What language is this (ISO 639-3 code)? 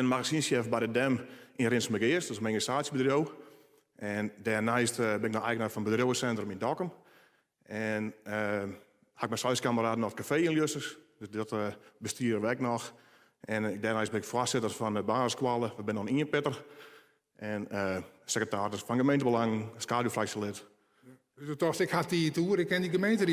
fry